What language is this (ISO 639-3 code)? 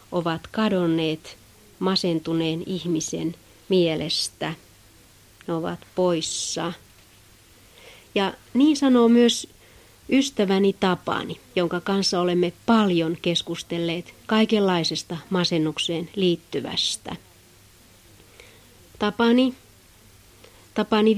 fin